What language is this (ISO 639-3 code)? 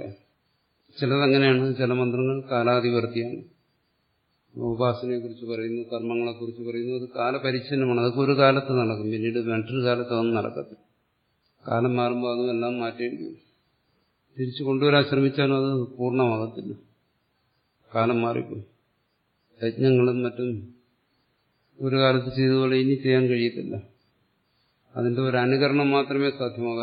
mal